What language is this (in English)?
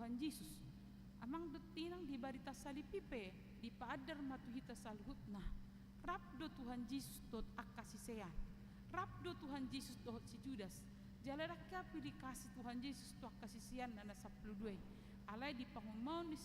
Batak Toba